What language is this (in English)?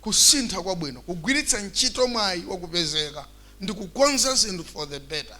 Nyanja